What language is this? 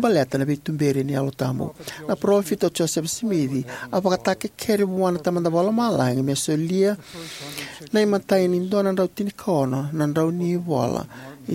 Fijian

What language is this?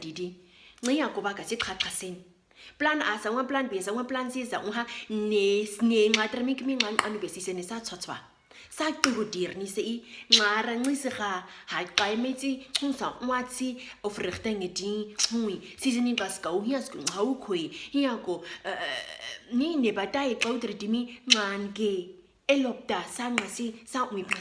Nama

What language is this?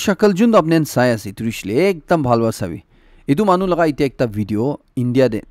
Naga Pidgin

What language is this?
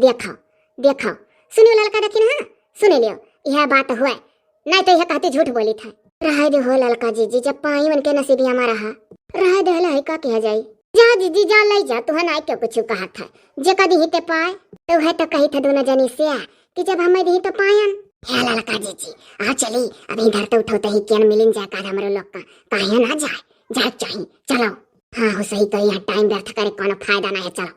Awadhi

